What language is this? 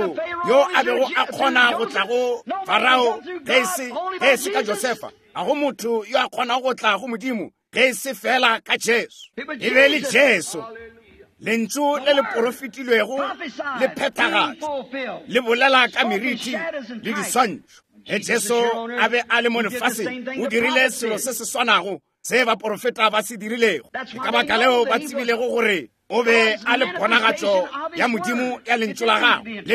Northern Sotho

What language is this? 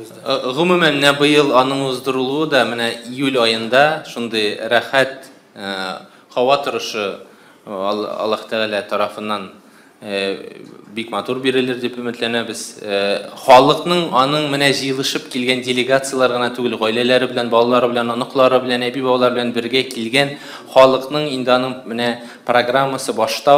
Tatar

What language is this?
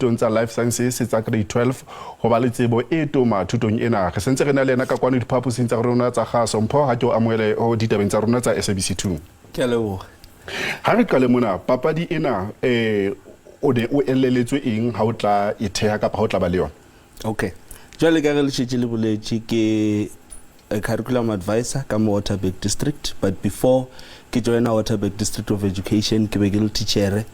Southern Sotho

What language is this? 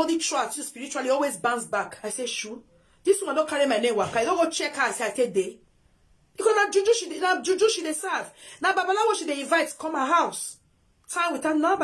Nigerian Pidgin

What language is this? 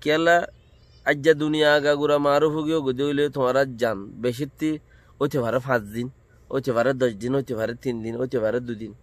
Rohingya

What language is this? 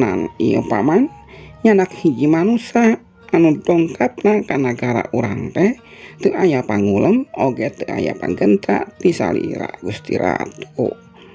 Sundanese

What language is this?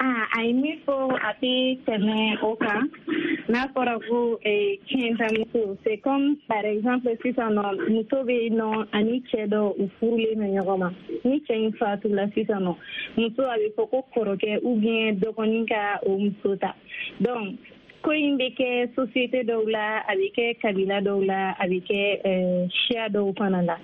Bambara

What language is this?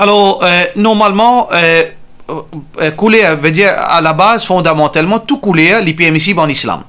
Morisyen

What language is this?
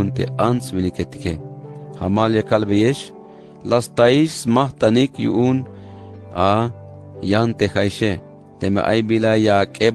Tzeltal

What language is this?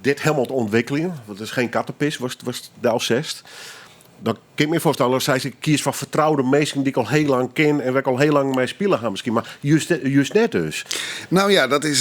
Western Frisian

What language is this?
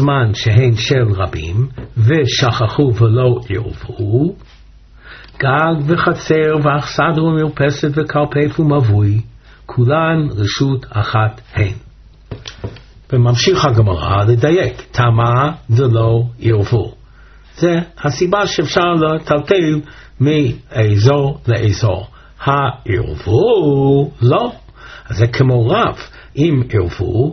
Hebrew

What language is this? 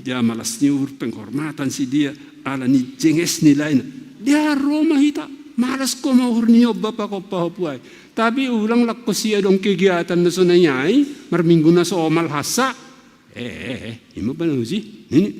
Batak Simalungun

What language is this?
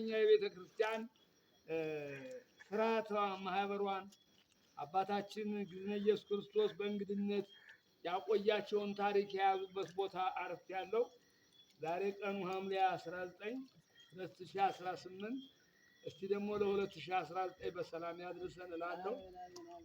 Amharic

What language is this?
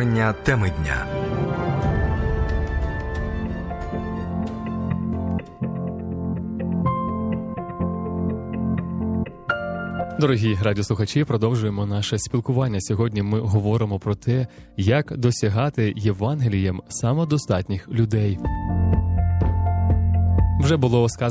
Ukrainian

